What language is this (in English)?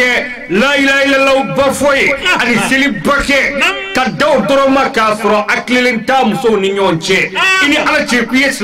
Bambara